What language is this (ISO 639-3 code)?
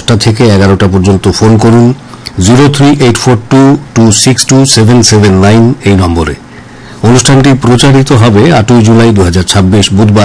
ben